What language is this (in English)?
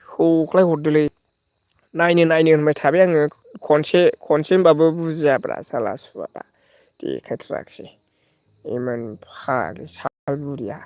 Bodo